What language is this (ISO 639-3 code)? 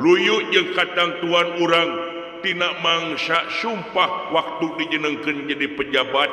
sun